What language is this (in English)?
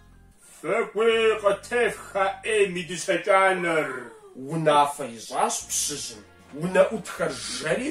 Kabardian